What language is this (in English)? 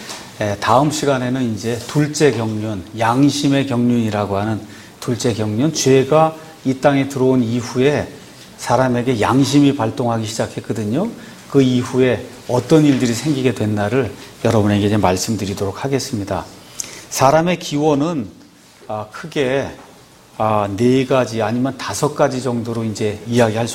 Korean